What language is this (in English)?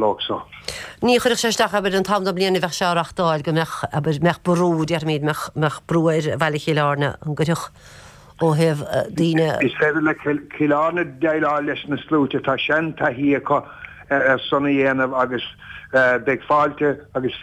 Irish